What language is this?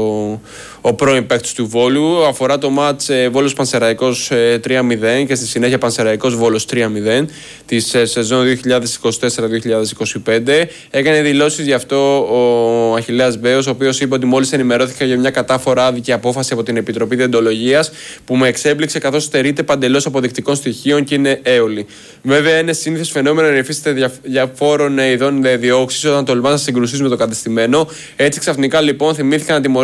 Greek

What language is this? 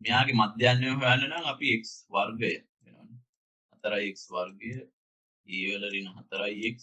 Sinhala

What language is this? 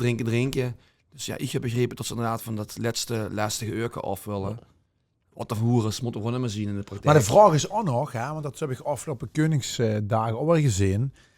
Limburgish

